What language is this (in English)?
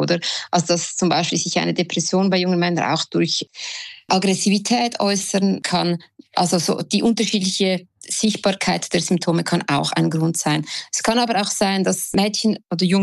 German